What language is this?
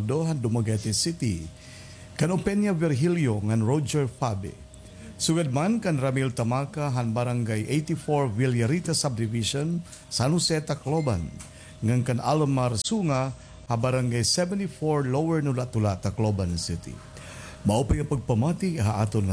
Waray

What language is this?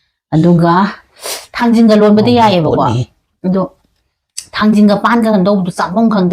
Manipuri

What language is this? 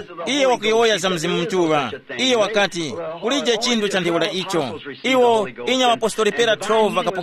Tumbuka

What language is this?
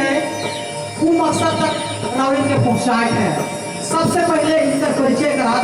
Sadri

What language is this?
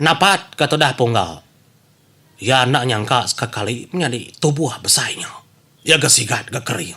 Iban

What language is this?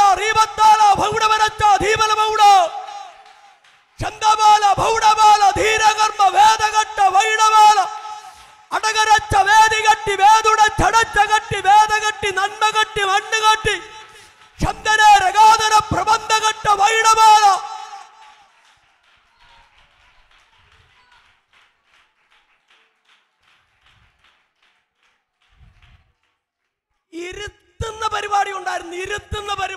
Malayalam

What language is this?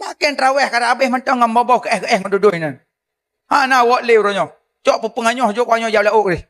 Achinese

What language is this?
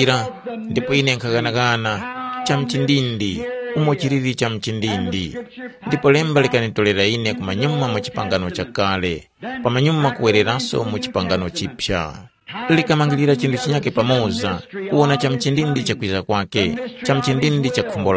Tumbuka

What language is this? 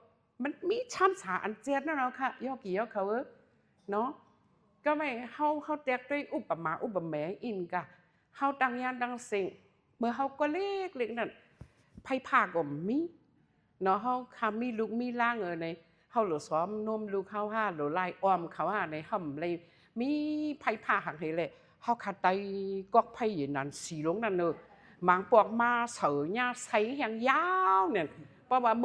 Shan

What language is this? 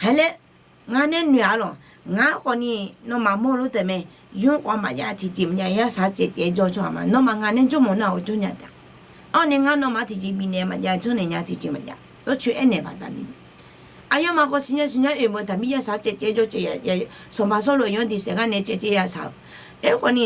Akha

